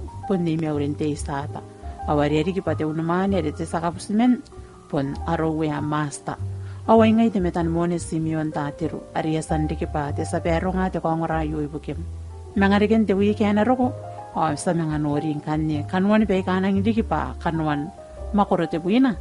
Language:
Gilbertese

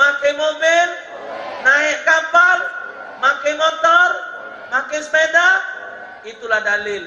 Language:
Musi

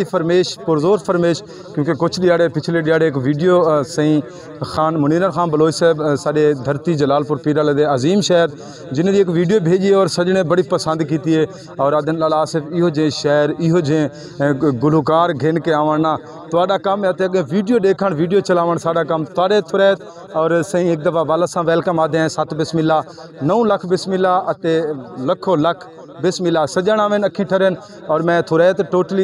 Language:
Saraiki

